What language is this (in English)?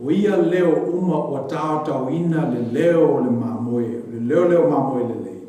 Samoan